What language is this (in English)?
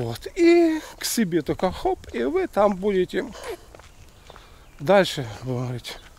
Russian